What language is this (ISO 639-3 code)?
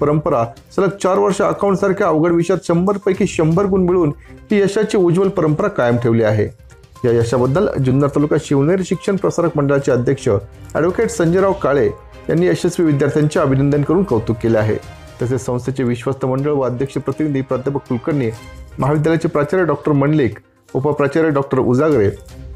mar